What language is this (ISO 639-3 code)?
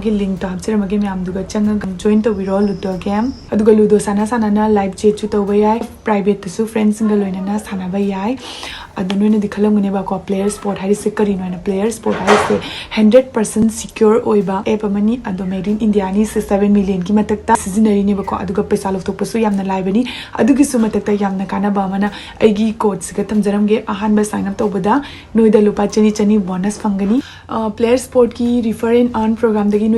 mni